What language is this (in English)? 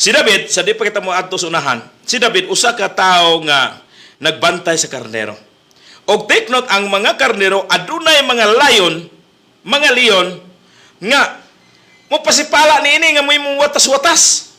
Cebuano